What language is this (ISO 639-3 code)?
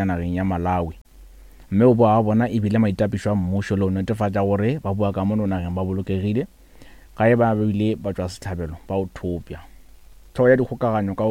nso